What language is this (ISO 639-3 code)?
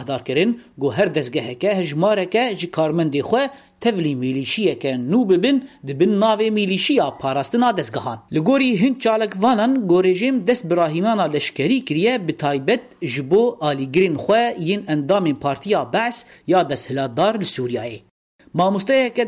kur